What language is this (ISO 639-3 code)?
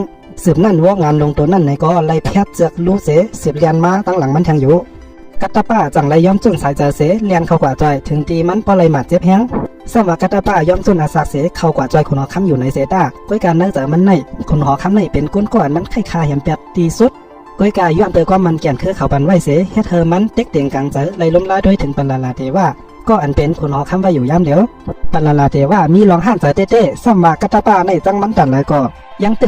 shn